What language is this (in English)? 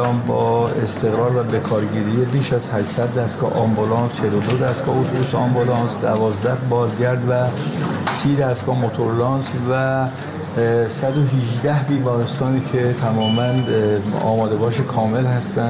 Persian